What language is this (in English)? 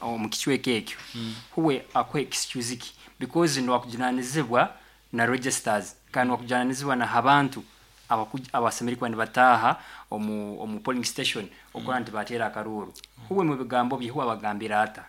Nyankole